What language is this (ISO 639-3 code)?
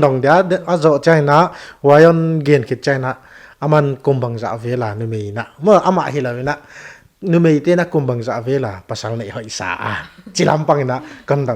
pck